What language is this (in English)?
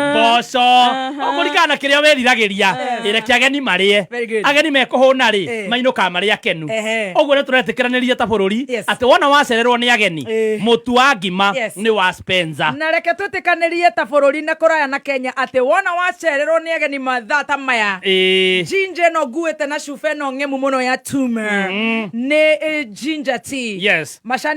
Kikuyu